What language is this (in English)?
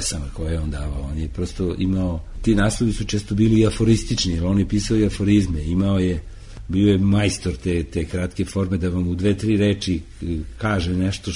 Serbian